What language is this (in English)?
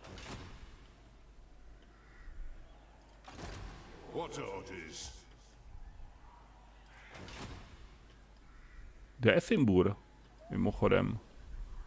Czech